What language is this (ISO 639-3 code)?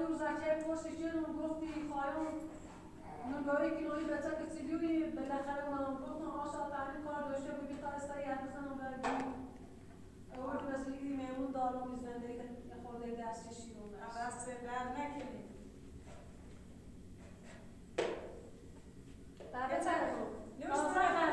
fas